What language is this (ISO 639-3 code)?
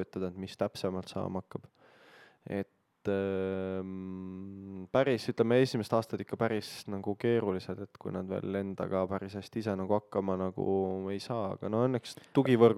est